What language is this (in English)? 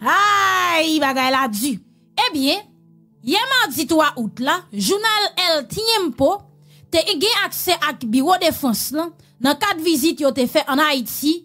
Haitian Creole